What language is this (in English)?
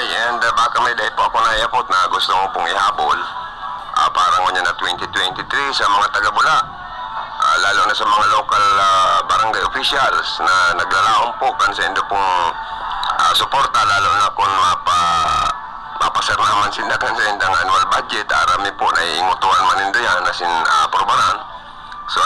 Bikol